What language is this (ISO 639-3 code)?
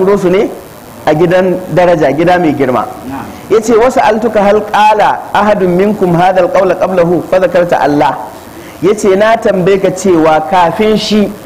hau